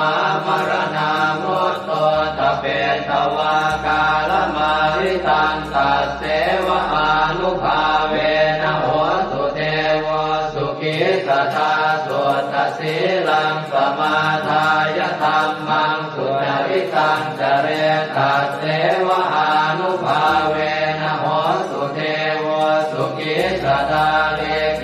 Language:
Pali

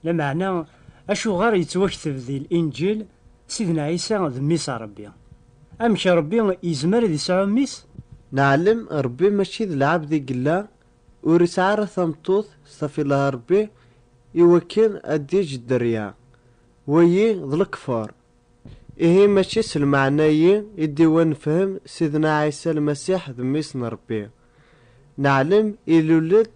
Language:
Kabyle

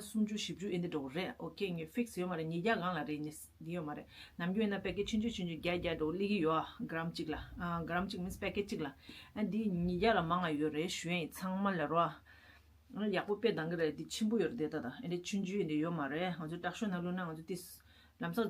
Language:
Tibetan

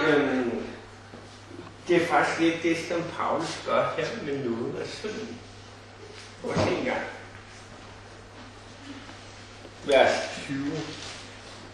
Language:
Danish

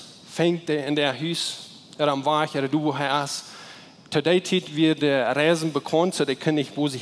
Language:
Plautdietsch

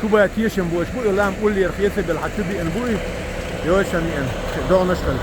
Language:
Chechen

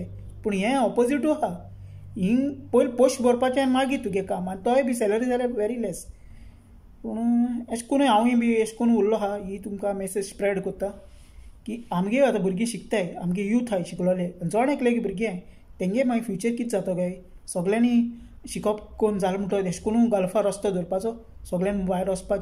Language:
Konkani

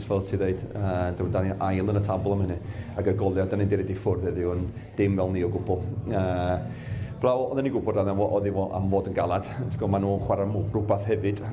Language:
Welsh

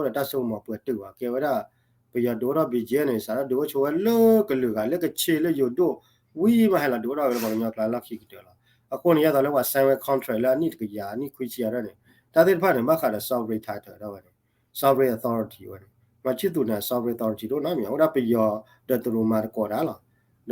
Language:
S'gaw Karen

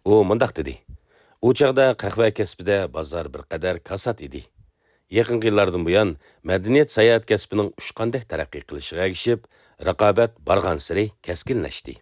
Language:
Uyghur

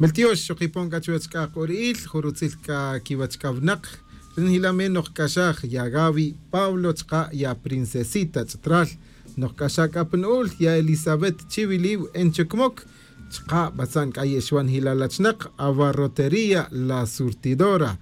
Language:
Tz'utujil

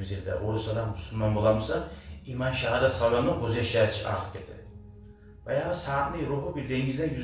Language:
Kumyk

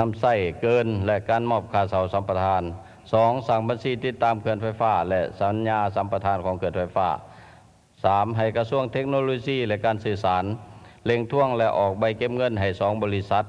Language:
Lao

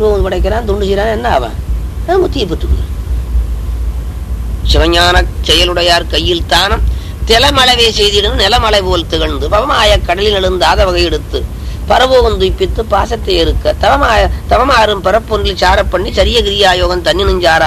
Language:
Tamil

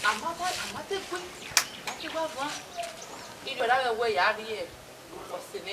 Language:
Bini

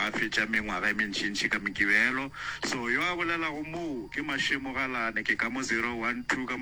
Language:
Northern Sotho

